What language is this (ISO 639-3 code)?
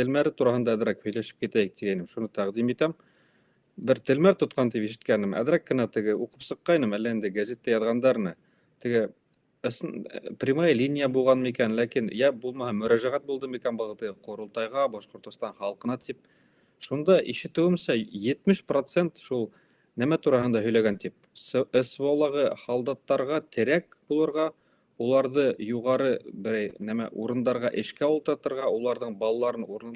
bak